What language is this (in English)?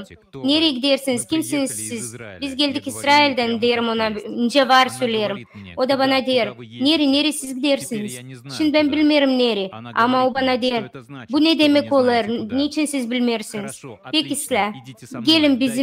Gagauz